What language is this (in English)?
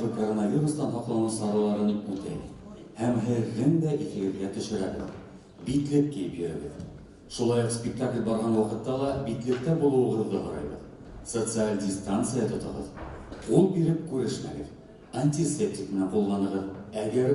Bashkir